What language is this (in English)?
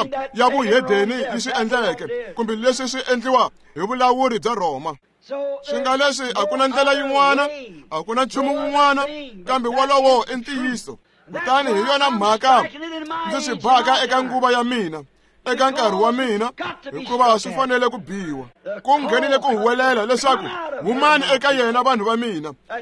Tsonga